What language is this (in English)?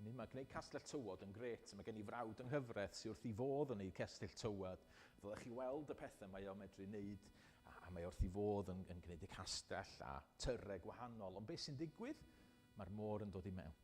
Welsh